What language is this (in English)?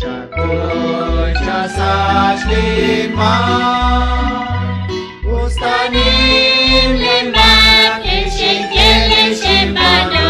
Kekchí